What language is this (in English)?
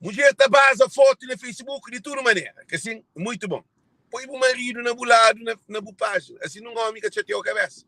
Kabuverdianu